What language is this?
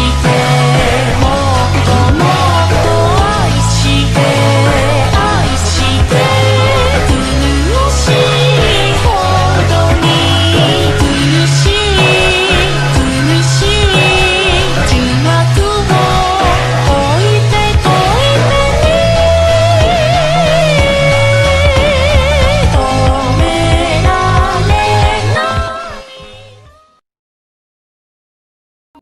Japanese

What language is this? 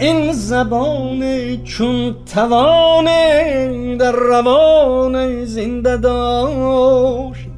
Tajik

